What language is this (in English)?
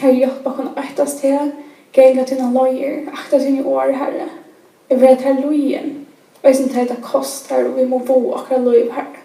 Faroese